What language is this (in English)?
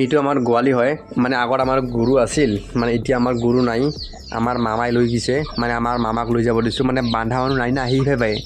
Assamese